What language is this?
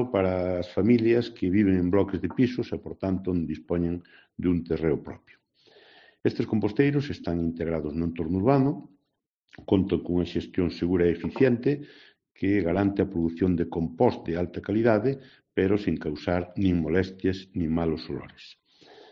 Galician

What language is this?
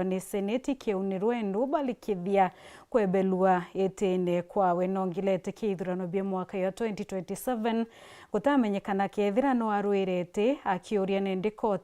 Meru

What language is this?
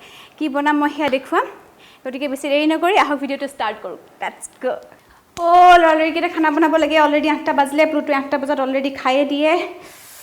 Assamese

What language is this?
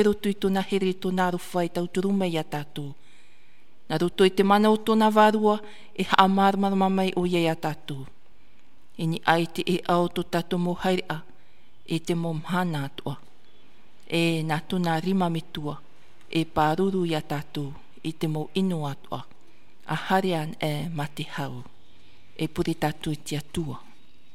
Tahitian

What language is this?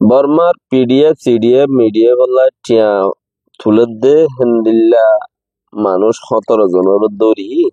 Rohingya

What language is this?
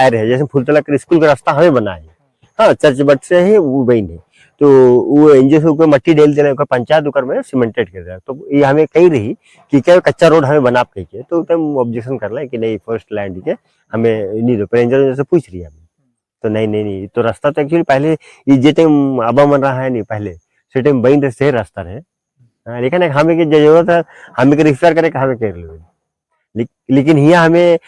Sadri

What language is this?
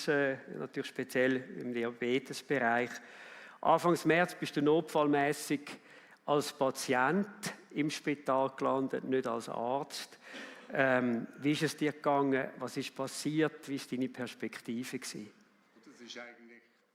Swiss German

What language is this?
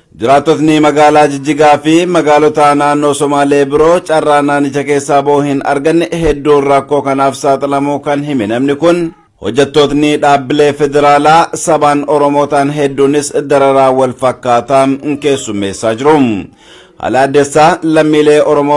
Oromo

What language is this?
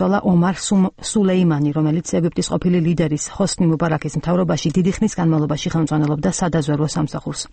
Georgian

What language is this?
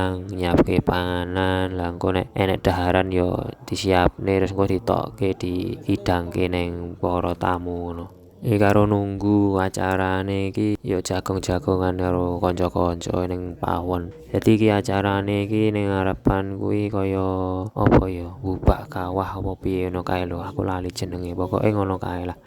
Javanese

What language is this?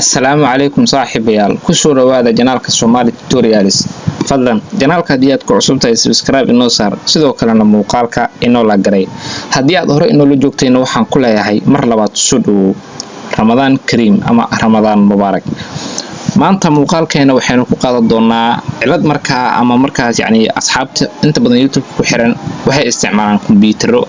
Somali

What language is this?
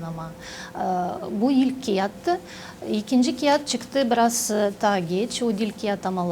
Gagauz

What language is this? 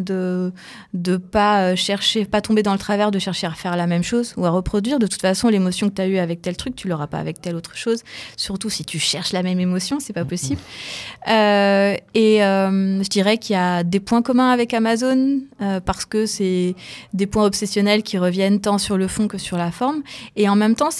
French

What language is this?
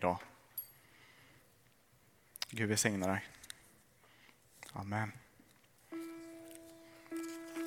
Swedish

